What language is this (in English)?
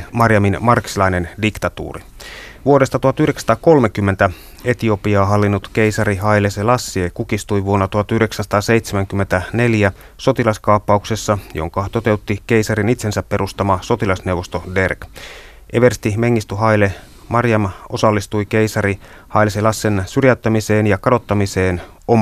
Finnish